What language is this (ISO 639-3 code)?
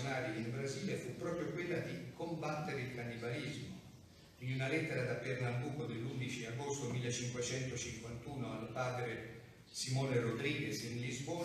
ita